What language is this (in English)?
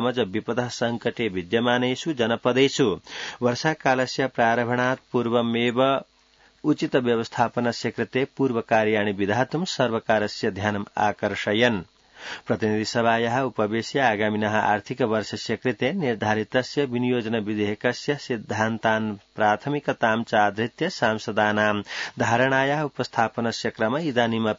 Sanskrit